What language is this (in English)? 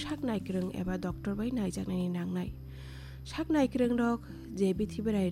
Kok Borok